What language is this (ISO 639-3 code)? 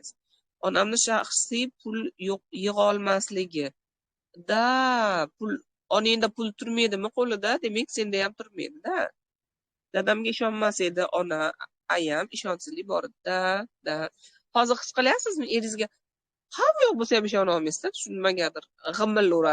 uzb